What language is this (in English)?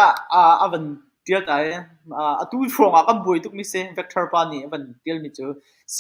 Hakha Chin